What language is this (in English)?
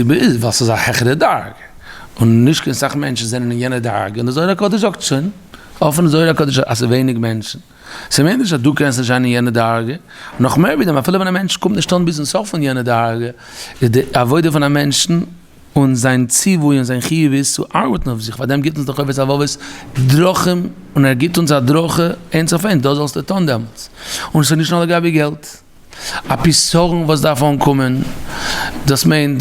Yiddish